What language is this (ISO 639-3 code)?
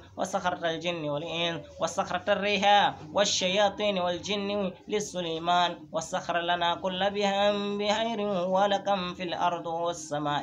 ara